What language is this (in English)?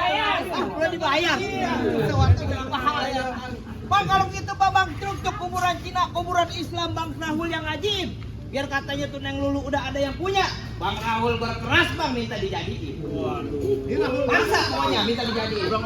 Betawi